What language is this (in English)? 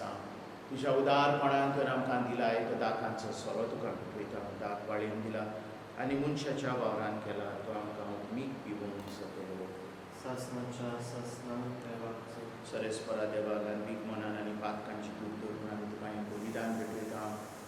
Konkani